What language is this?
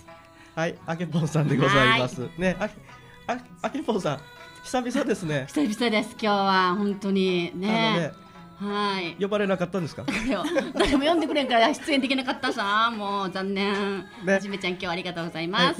Japanese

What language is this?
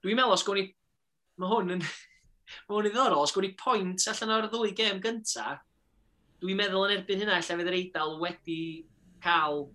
Welsh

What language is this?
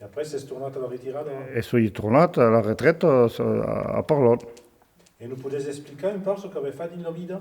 Occitan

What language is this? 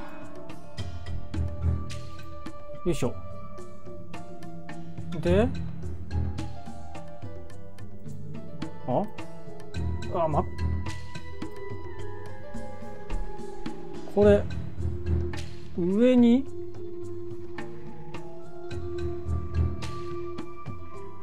Japanese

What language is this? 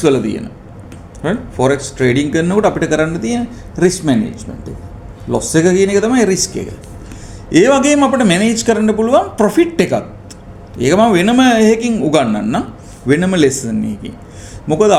Sinhala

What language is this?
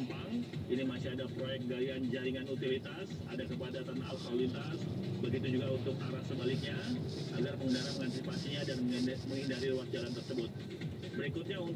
Indonesian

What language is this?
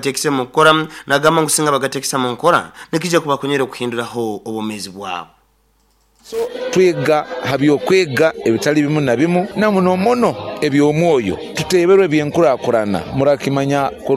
Nyoro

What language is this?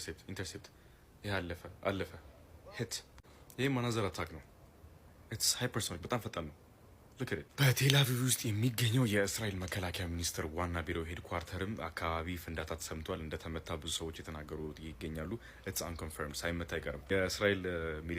Amharic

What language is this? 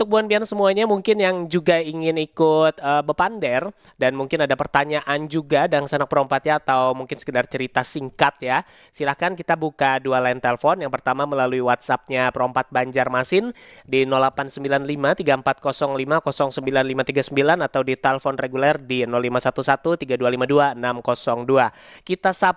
Banjar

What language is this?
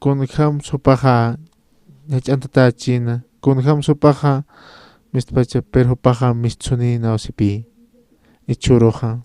Aymara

